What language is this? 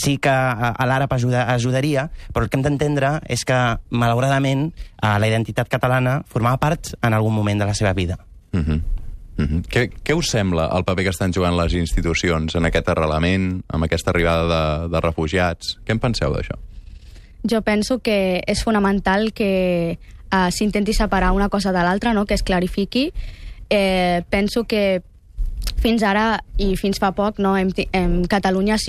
Catalan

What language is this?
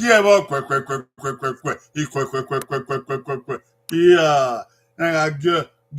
Bini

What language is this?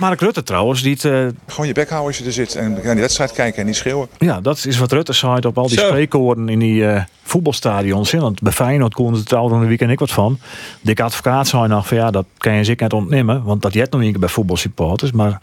Western Frisian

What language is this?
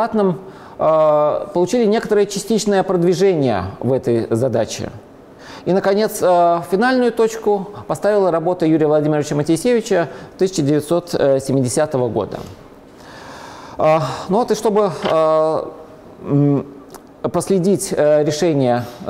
Russian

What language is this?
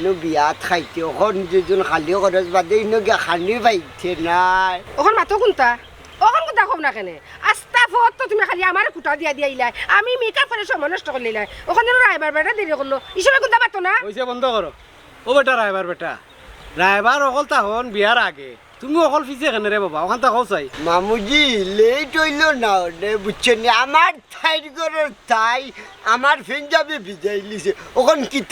Sylheti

